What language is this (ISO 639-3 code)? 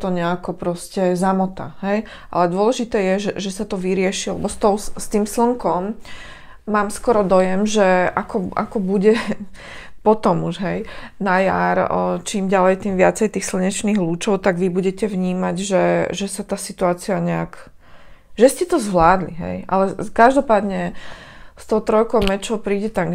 slk